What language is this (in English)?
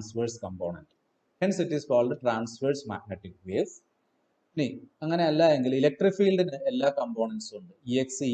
Malayalam